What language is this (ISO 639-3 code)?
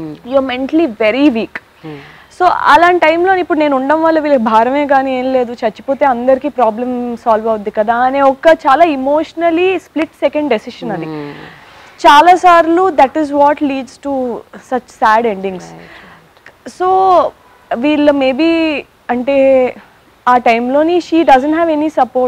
tel